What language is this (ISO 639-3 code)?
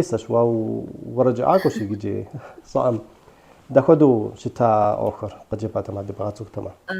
kbd